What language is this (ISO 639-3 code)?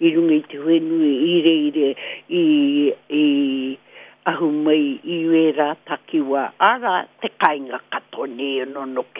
mri